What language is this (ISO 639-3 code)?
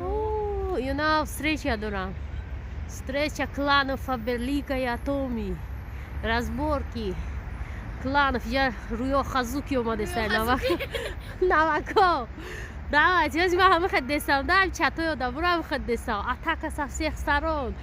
tgk